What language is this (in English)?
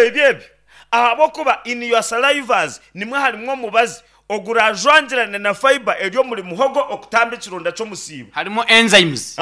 Nyankole